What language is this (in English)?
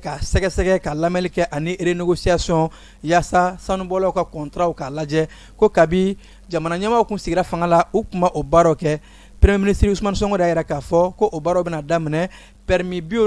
Bambara